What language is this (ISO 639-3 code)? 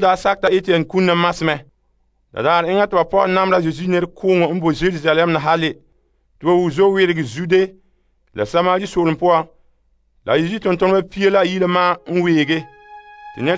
gur